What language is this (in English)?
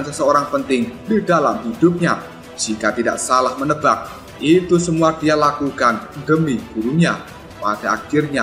Indonesian